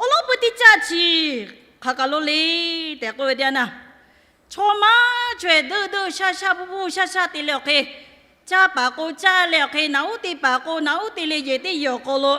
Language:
Lahu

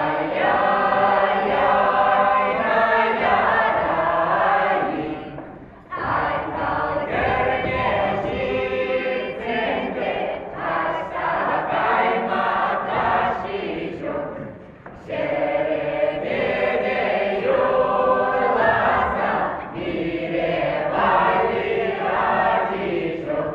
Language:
Chuvash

